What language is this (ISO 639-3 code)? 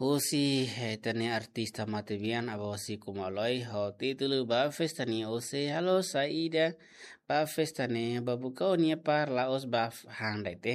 tet